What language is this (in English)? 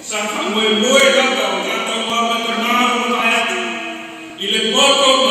Samoan